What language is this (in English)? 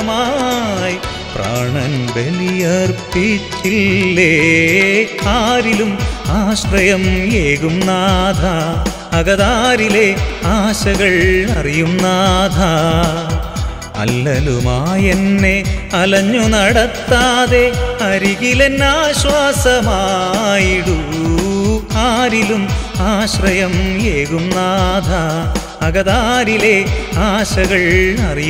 Malayalam